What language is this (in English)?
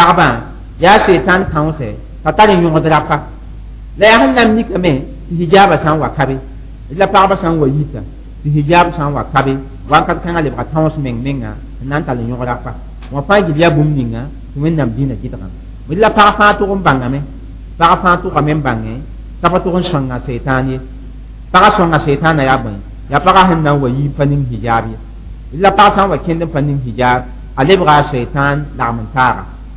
Mossi